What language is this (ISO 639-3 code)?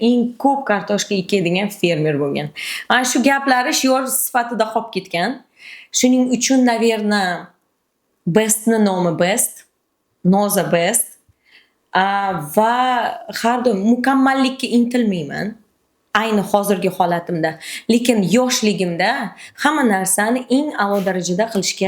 uzb